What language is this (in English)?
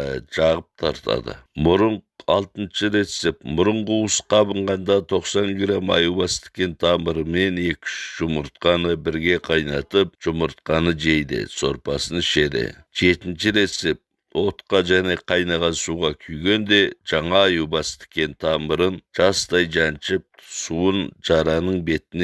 Kazakh